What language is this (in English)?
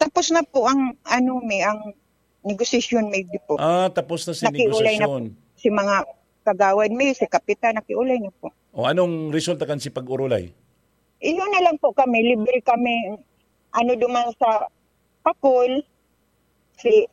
Bikol